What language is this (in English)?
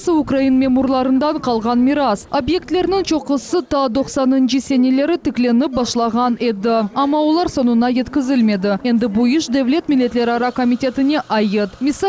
Crimean Tatar